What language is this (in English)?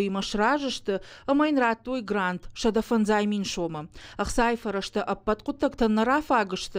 Ossetic